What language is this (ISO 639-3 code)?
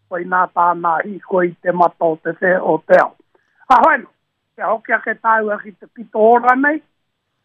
mri